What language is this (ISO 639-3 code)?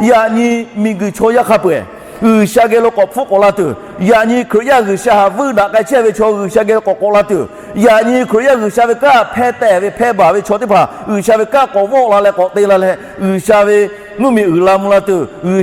lhu